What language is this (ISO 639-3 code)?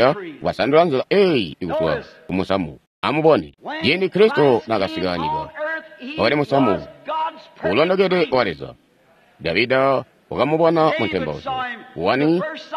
toi